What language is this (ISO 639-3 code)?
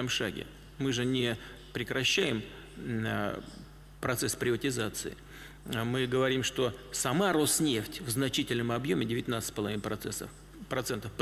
rus